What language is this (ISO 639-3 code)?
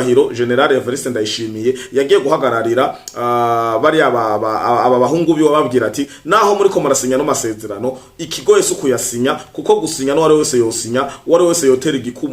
run